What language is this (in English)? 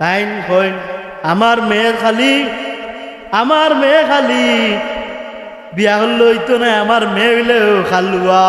Sylheti